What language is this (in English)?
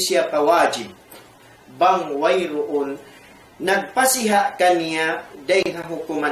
Tausug